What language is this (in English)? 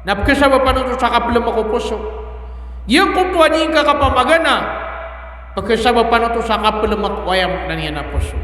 Maranao